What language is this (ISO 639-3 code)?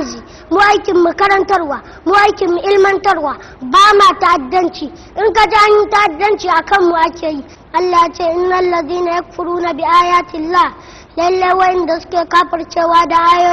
hau